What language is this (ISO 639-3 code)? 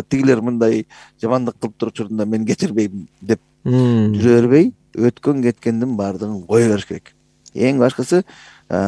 kir